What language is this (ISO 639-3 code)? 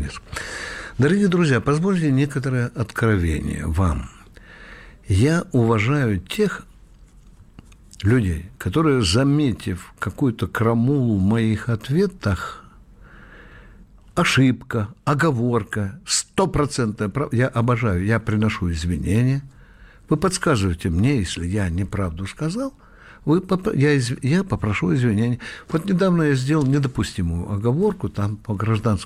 rus